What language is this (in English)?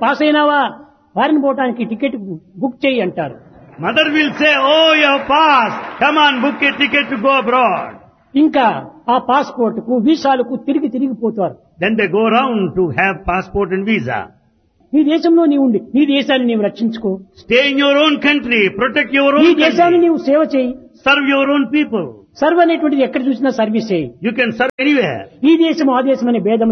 Telugu